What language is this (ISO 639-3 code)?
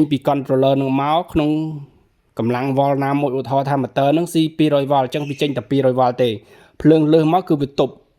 khm